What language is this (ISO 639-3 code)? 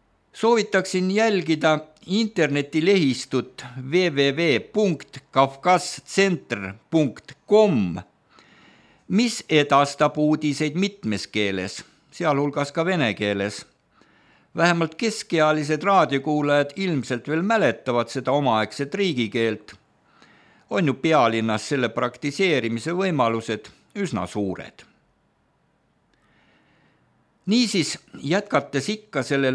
est